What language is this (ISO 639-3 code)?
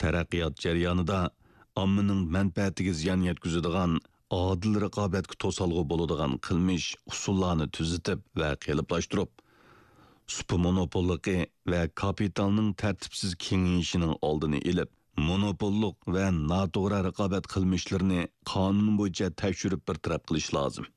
uig